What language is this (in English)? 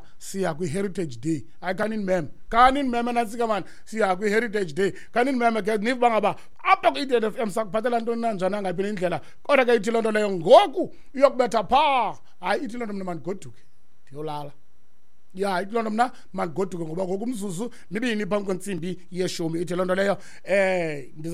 Xhosa